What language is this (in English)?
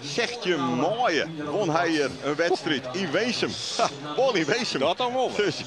Western Frisian